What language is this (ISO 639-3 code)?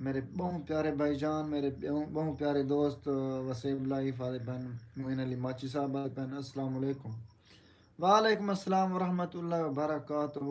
skr